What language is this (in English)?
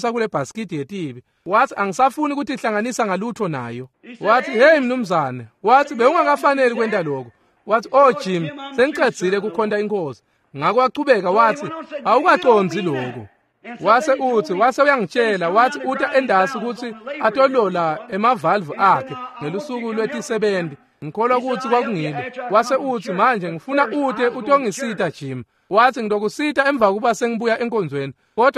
Swati